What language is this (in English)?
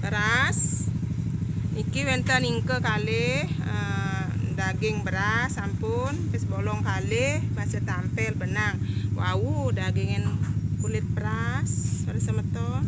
Balinese